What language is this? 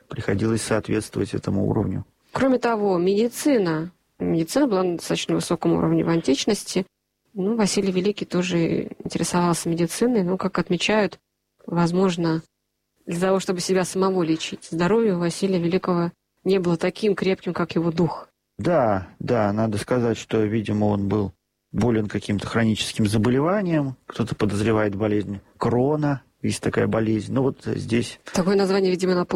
Russian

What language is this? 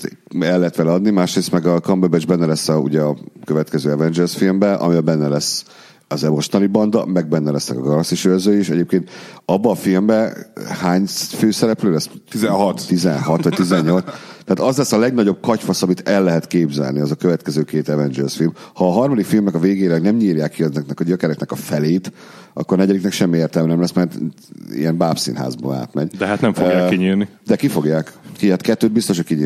Hungarian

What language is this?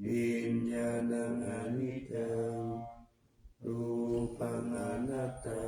Pali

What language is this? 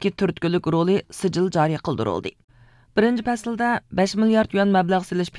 Uyghur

